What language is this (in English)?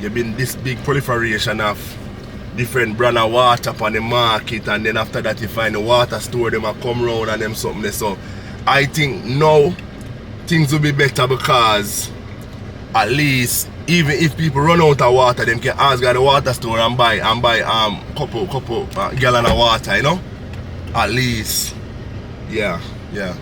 Jamaican Creole English